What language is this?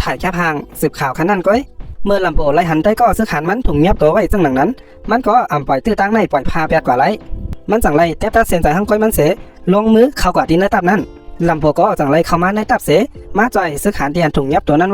Shan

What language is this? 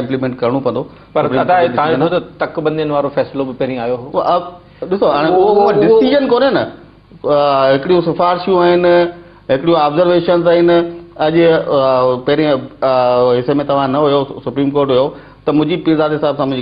Sindhi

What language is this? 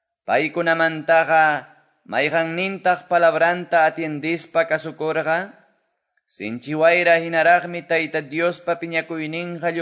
Quechua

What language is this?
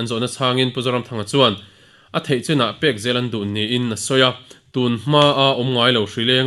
Mizo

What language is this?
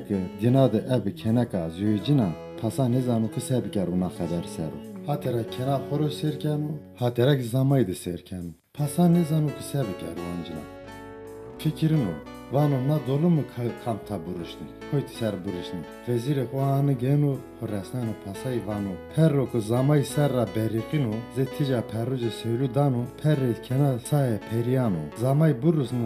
Zaza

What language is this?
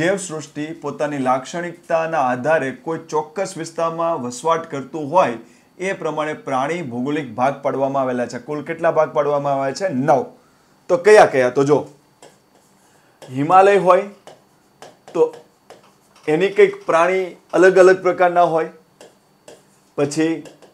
Gujarati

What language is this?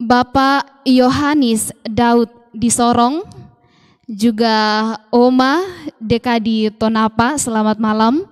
Toraja-Sa'dan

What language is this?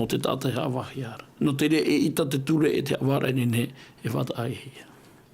Tahitian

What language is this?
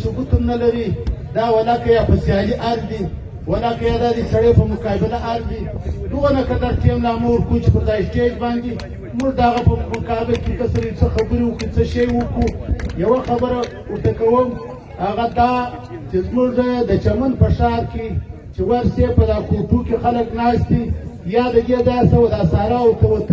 Pashto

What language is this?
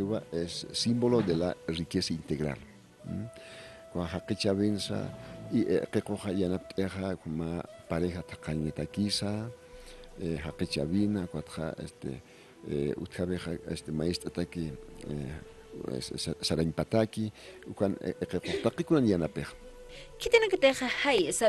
Aymara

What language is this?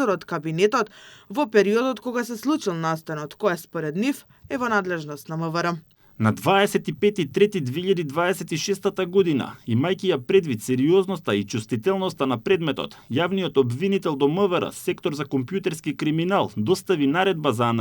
Macedonian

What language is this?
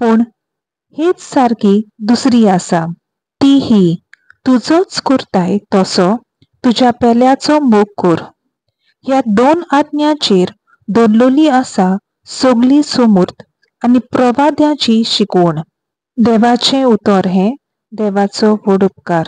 Konkani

